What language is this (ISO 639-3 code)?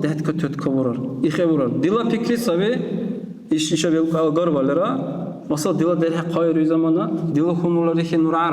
dar